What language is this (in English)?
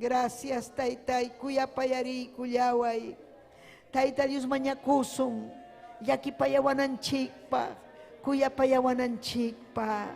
Ayacucho Quechua